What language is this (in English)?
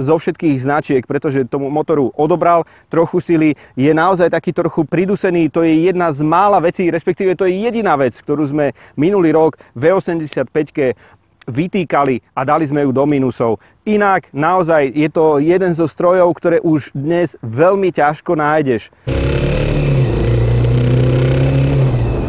Slovak